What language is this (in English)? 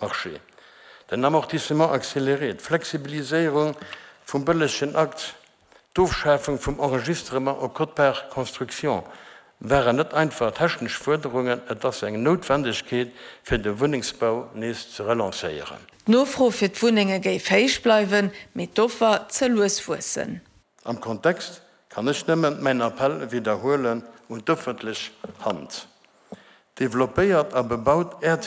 Luxembourgish